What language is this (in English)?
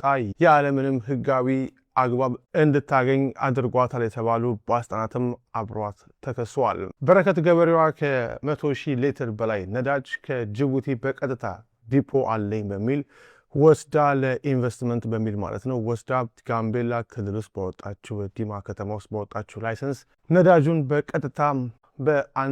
Amharic